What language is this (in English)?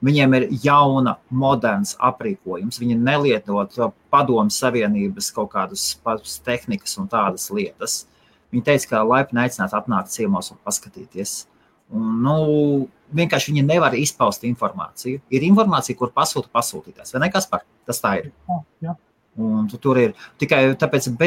Latvian